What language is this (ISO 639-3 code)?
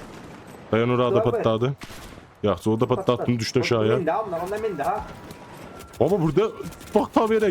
azb